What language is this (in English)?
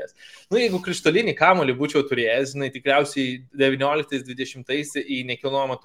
Lithuanian